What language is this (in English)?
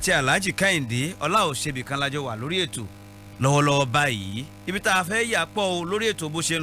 Yoruba